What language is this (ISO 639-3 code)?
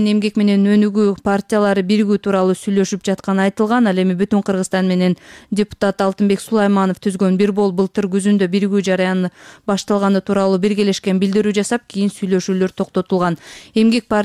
kir